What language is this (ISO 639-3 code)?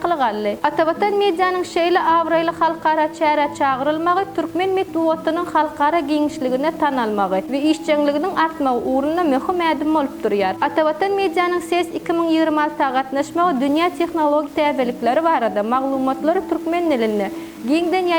tuk